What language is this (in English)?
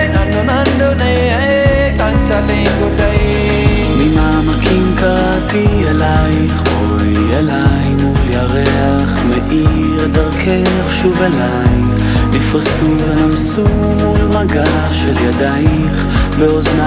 Hebrew